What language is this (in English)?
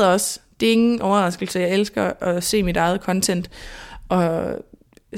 Danish